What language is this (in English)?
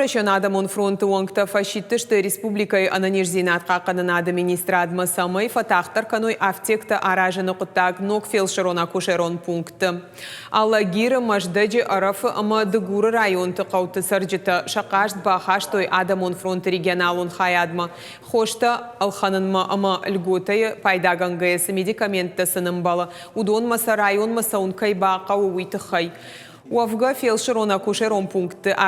Ossetic